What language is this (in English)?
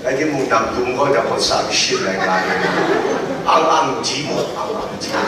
Kachin